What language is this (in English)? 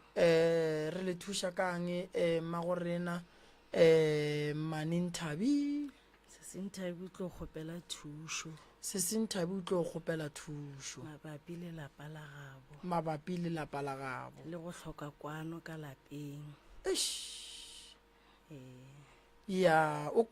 Northern Sotho